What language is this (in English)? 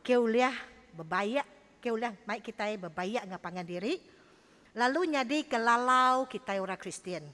Iban